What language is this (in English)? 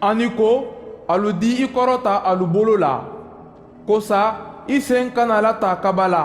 Mandingo